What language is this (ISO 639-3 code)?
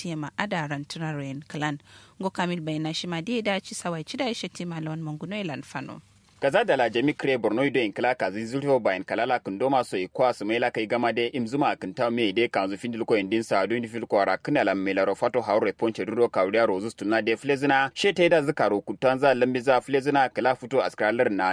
kau